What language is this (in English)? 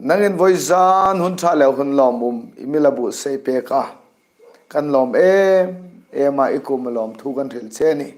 Hmar